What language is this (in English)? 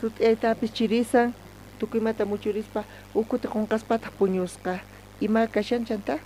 South Bolivian Quechua